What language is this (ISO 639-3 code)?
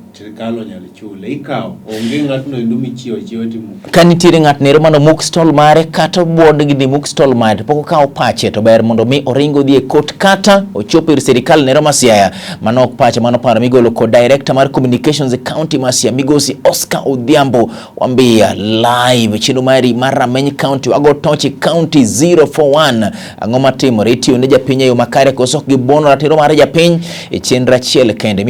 luo